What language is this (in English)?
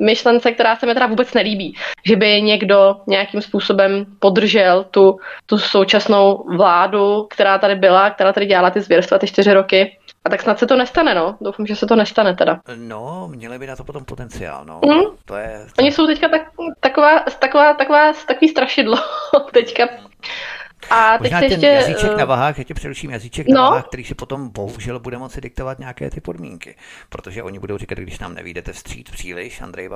Czech